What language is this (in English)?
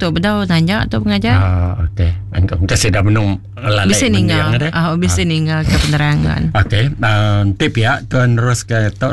Iban